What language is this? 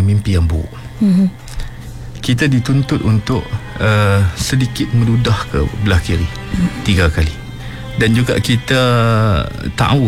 Malay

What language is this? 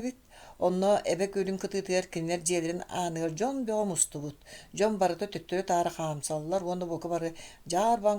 Yakut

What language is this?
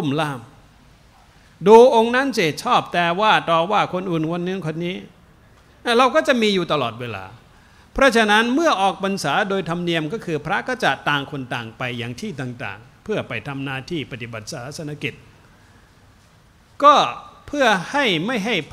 Thai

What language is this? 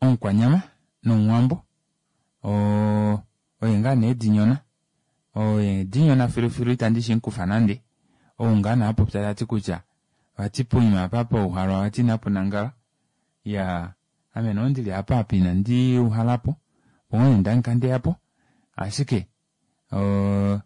Kuanyama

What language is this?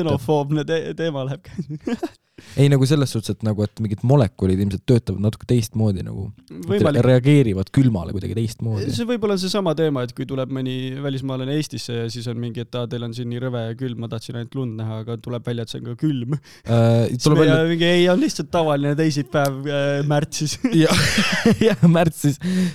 Estonian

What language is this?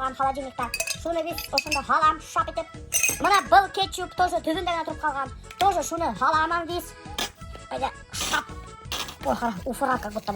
Bashkir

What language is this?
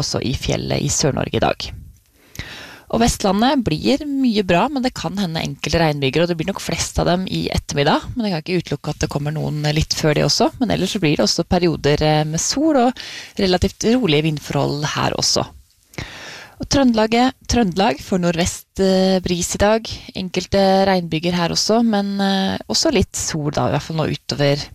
Norwegian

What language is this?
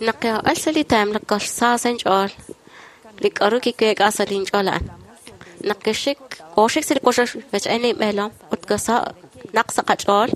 Kekchí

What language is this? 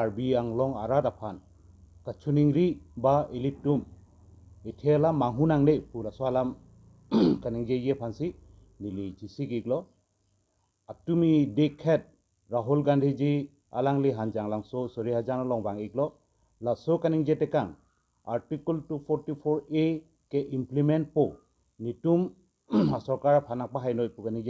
Karbi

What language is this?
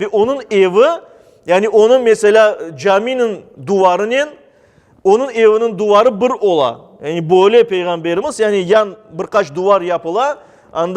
Crimean Tatar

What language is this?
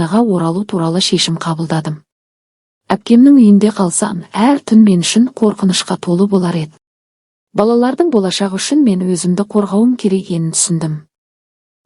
Kazakh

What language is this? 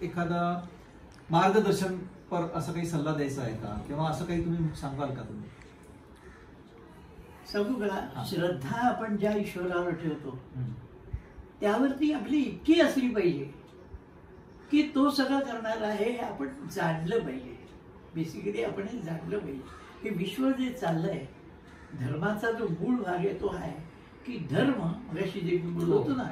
Marathi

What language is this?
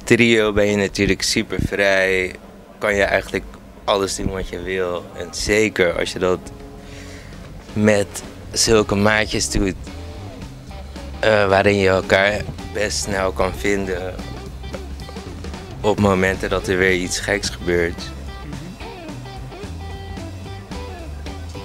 Dutch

